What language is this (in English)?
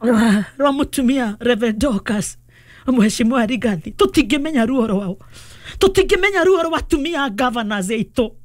Kikuyu